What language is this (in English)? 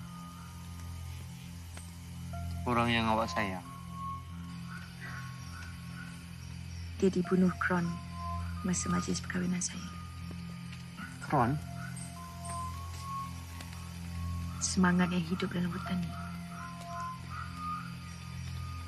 Malay